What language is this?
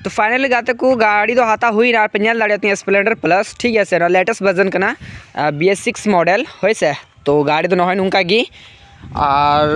Santali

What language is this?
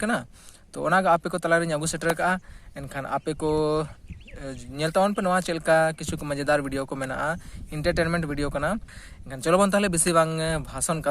Santali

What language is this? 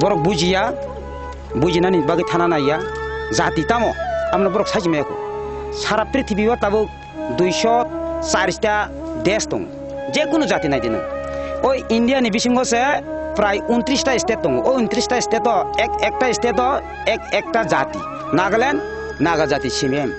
Kok Borok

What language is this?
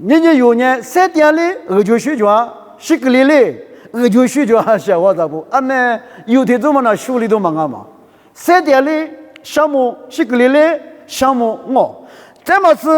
Lisu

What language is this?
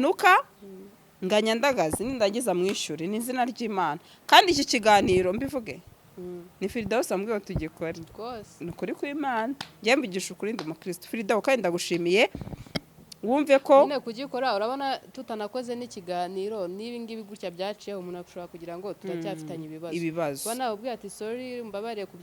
Kinyarwanda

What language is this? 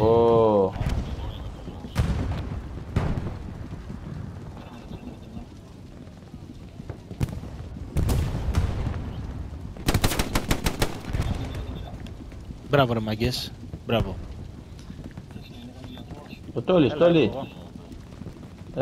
Greek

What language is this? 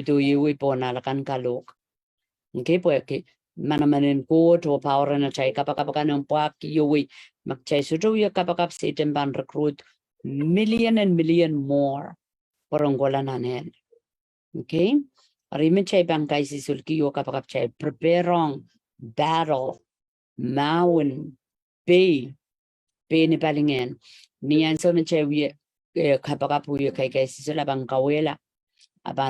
Pohnpeian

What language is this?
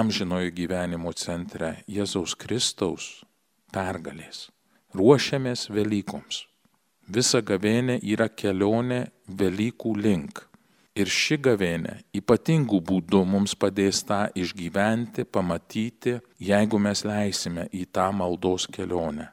Lithuanian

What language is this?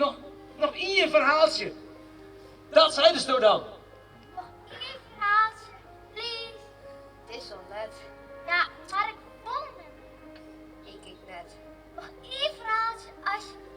Western Frisian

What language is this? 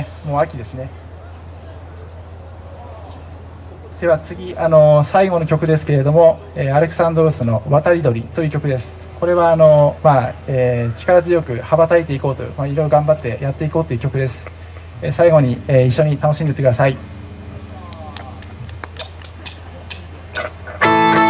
Japanese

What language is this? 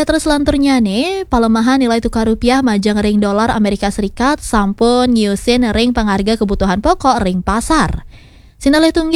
Balinese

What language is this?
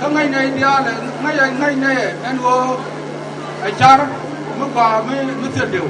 Nuer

